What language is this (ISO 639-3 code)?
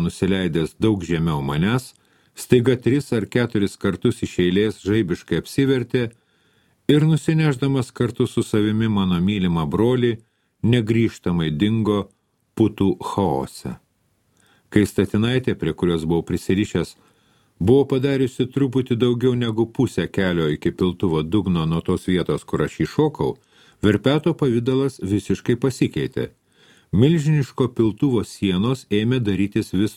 lit